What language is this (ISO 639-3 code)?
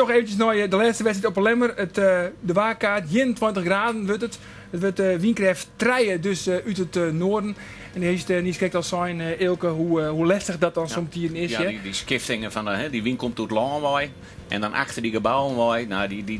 fry